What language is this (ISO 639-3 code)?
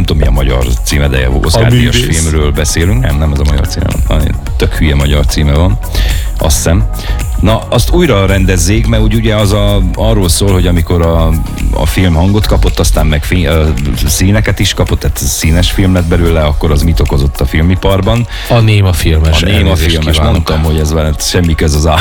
hun